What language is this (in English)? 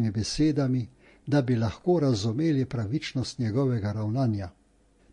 Slovenian